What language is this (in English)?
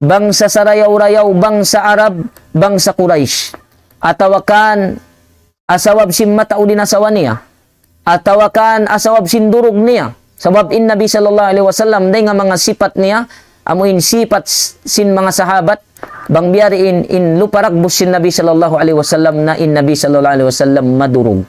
Tausug